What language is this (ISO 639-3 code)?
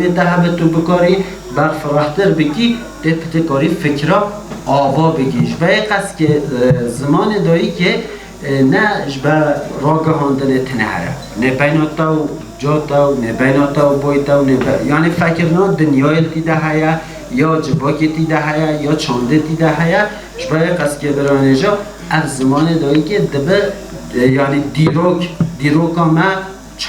kur